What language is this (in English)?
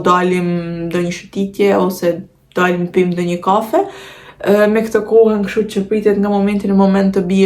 Albanian